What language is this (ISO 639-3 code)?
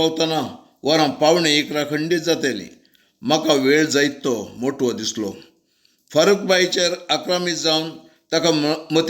kok